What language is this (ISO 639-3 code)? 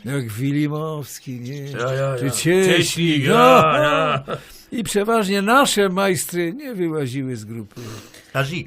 szl